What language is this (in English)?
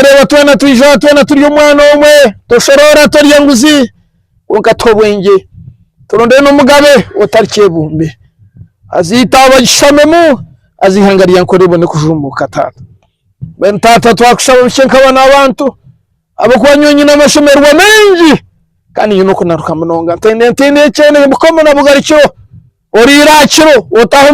Nyankole